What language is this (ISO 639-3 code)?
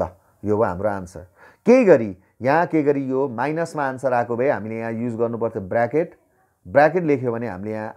nep